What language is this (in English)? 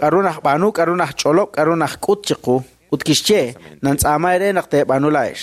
Kekchí